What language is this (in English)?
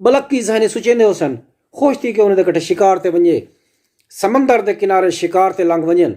Saraiki